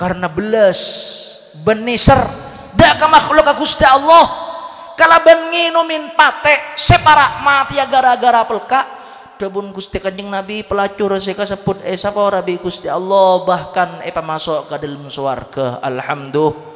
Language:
Madurese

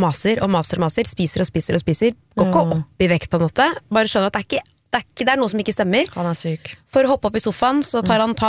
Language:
Norwegian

